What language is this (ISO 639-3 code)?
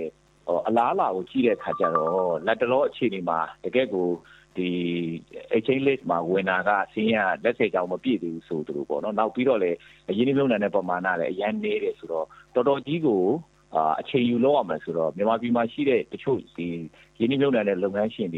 mya